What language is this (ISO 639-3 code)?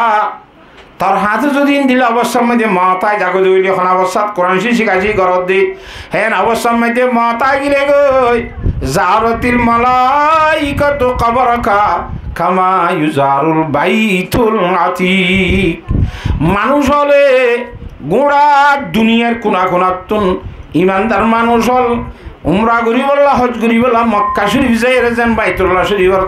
rhg